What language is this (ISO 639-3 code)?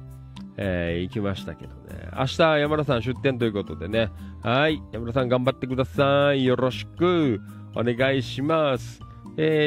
jpn